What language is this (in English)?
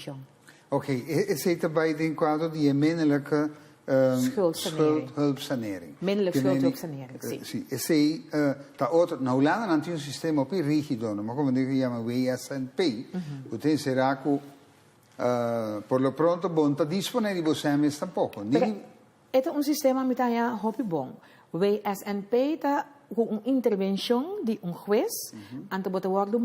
Papiamento